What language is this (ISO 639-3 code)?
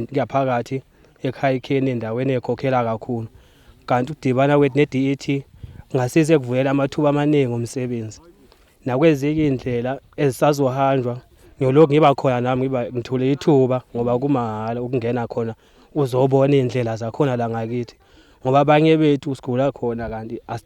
zul